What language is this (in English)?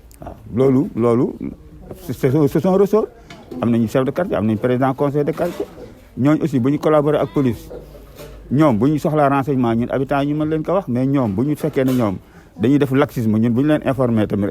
Wolof